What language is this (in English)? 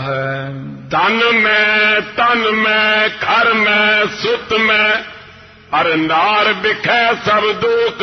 Punjabi